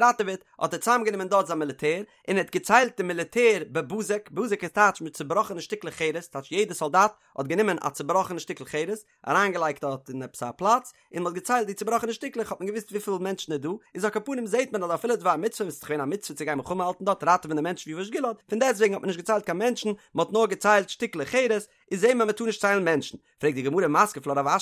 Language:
Yiddish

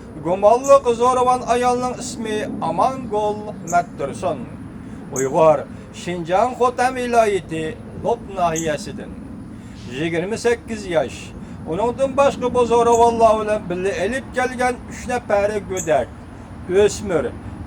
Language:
Uyghur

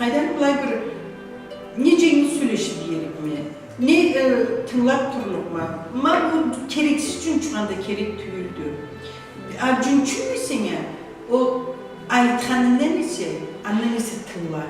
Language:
Karachay-Balkar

